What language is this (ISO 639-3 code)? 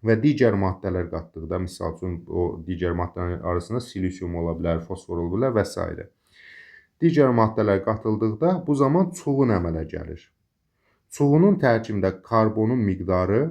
aze